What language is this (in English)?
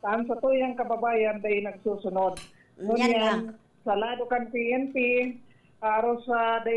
Bikol